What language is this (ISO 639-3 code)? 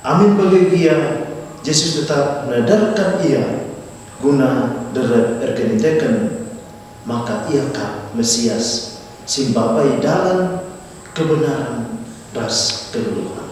btx